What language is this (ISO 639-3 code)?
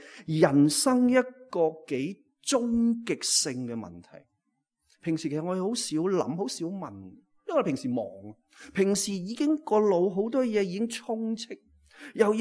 yue